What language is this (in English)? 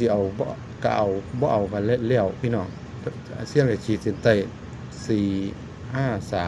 Northeastern Thai